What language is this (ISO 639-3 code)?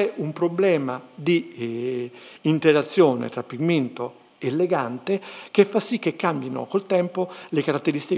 ita